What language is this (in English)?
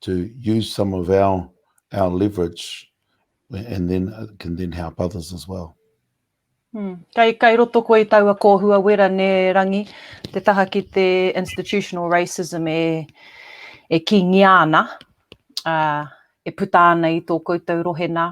Māori